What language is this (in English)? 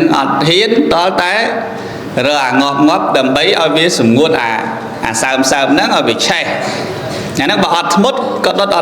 Khmer